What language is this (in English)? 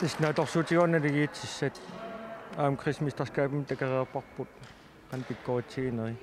Kalaallisut